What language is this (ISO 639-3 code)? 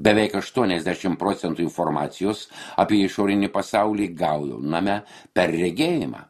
lit